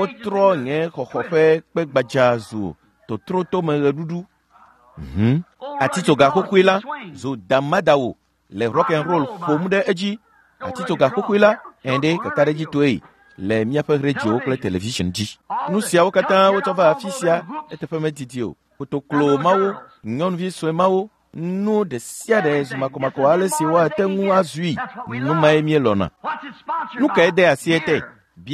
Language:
Ewe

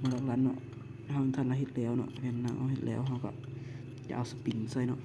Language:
Lao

